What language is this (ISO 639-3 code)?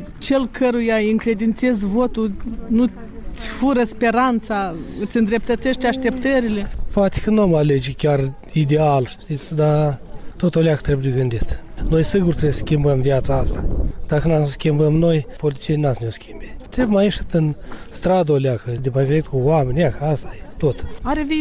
ron